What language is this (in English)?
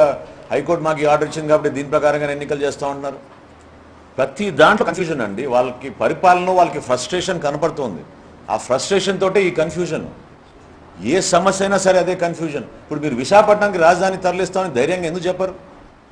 Telugu